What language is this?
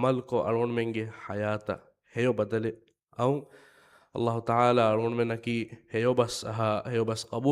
Divehi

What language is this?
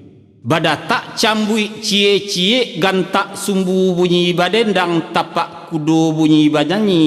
Minangkabau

